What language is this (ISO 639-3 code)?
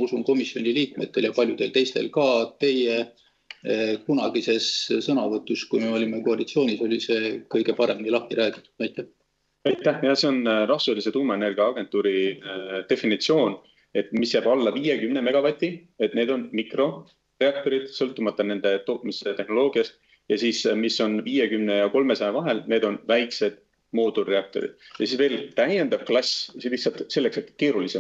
est